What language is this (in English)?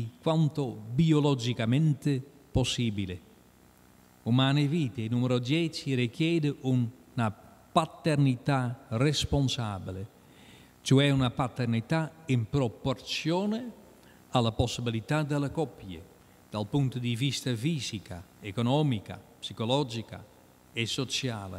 Italian